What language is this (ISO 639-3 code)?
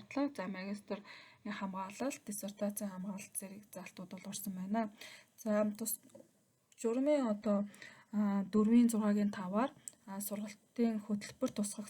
mon